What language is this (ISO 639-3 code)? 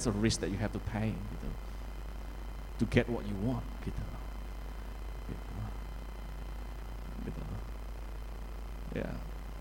ind